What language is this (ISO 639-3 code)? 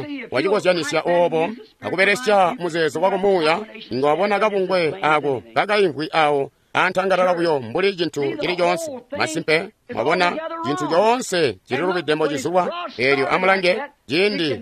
toi